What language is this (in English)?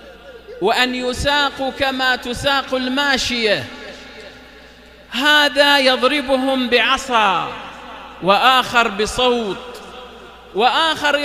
Arabic